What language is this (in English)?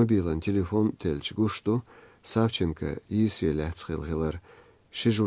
Chechen